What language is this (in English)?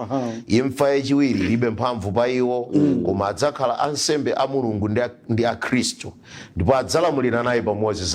Nyanja